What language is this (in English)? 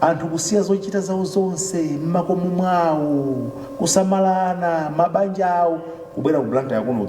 Nyanja